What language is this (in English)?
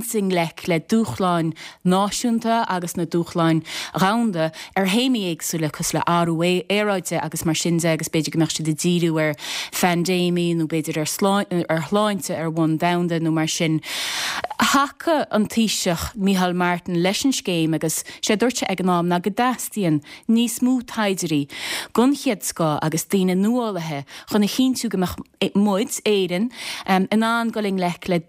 Irish